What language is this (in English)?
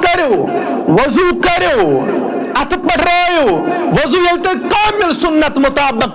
Kashmiri